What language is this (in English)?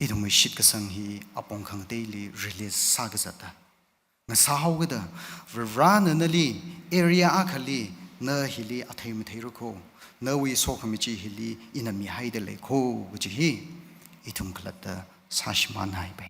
Tangkhul Naga (India)